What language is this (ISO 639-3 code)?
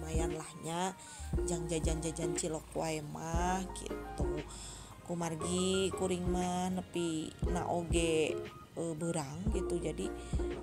sun